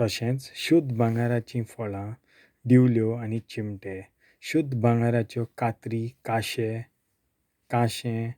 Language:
Konkani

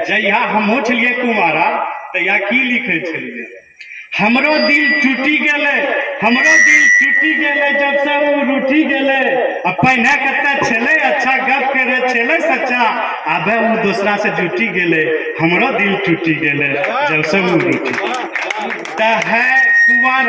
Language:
Angika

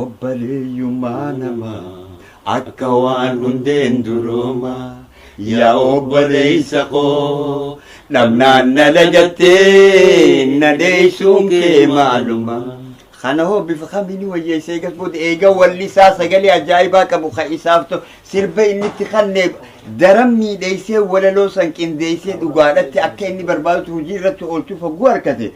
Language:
Oromo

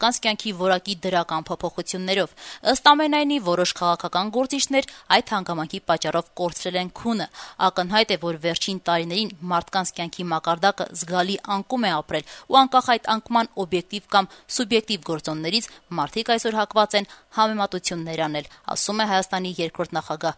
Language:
Armenian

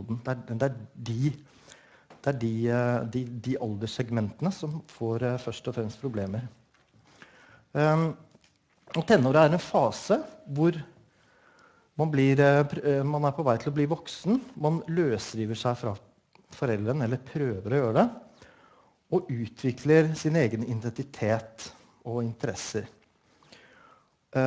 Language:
Norwegian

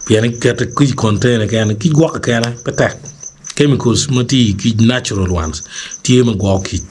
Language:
Acoli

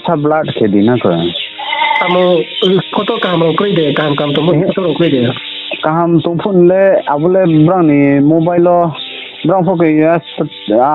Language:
Riang (India)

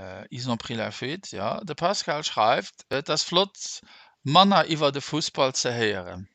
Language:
Luxembourgish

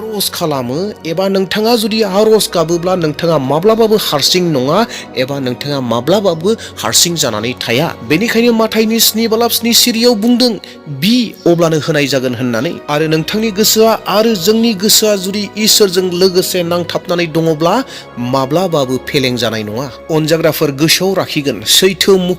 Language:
Bodo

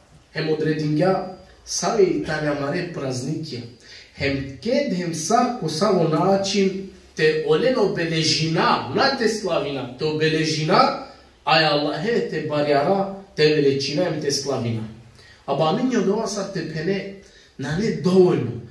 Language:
Balkan Romani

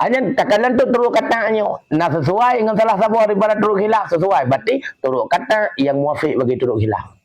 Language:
Achinese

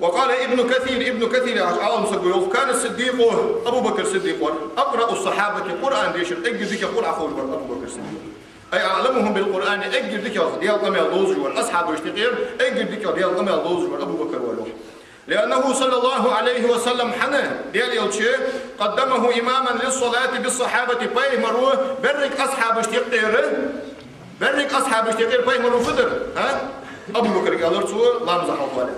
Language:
Ingush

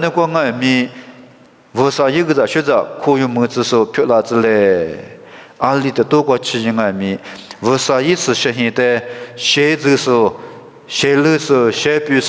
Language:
Lisu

